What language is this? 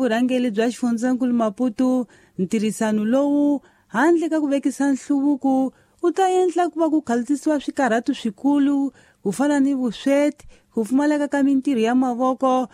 Tsonga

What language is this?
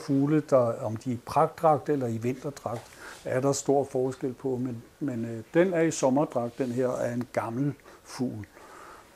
Danish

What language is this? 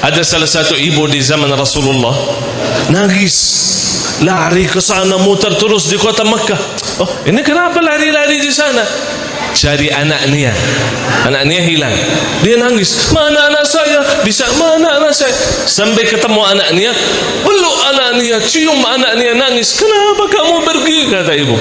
Sasak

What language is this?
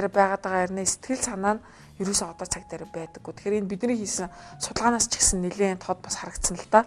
Mongolian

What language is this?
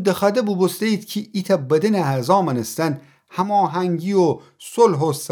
Gilaki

